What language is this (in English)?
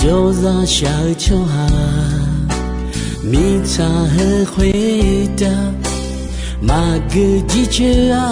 Akha